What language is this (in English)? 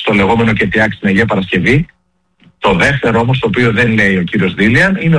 Greek